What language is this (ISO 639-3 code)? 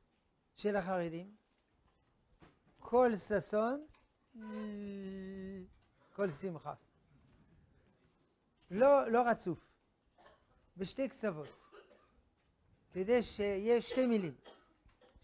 heb